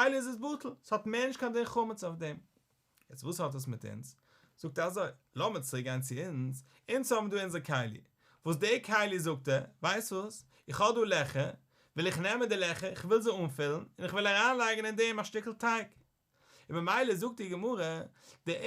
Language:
Yiddish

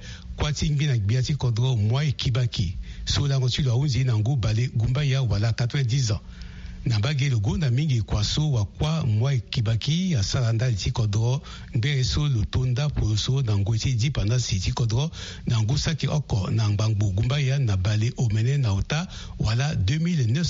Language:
Sango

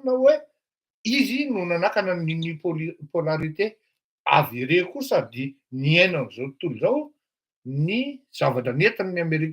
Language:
Malagasy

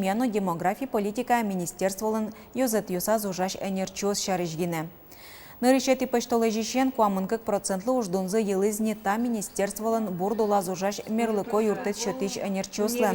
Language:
Udmurt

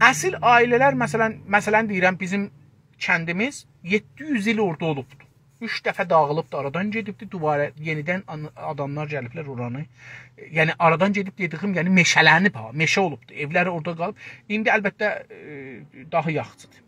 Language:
South Azerbaijani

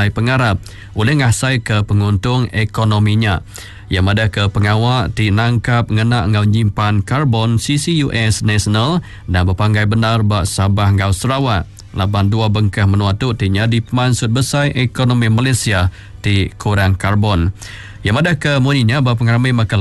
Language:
Iban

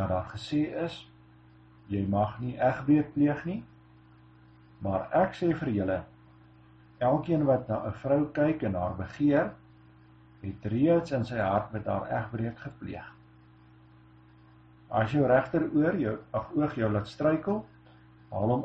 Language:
Afrikaans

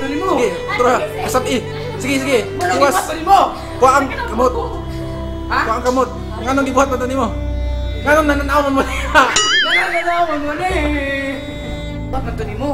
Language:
Cebuano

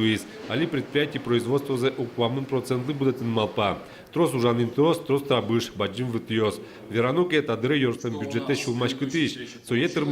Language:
Udmurt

